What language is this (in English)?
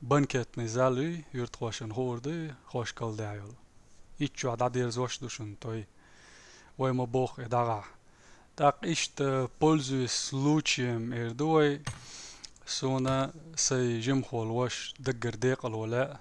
Chechen